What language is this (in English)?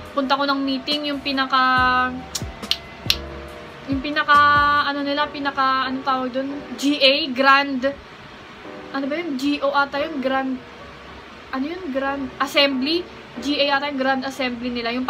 Filipino